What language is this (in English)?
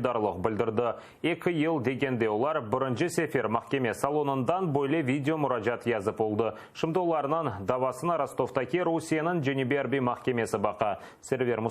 Crimean Tatar